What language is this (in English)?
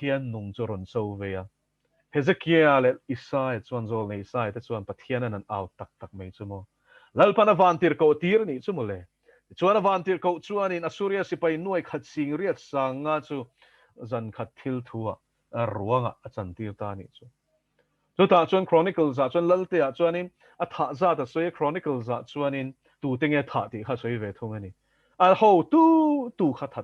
Mizo